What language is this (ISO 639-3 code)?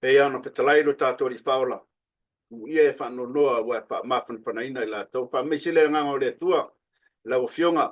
smo